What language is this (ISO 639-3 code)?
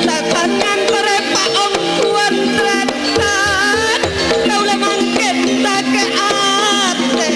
mad